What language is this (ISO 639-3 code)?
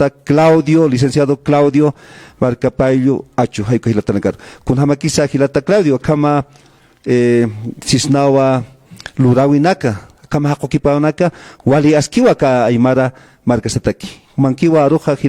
aym